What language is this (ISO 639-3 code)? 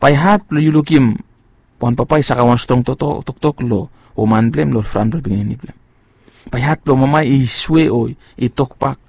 bis